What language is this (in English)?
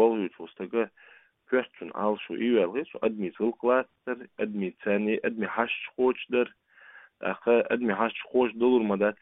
Chechen